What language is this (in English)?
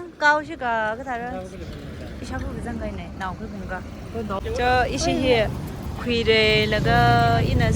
Tangkhul Naga (India)